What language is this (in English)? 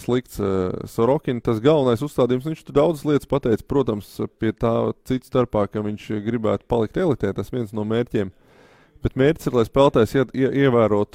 Latvian